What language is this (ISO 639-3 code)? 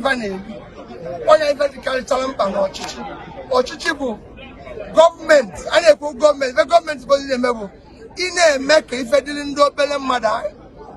ibo